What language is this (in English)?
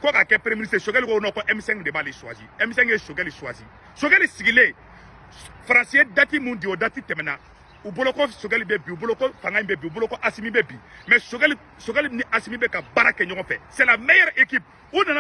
Bambara